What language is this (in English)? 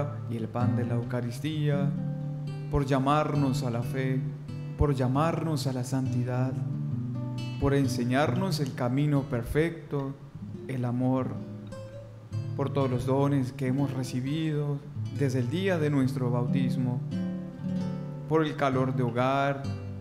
Spanish